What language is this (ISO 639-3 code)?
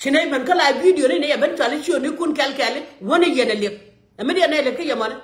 nus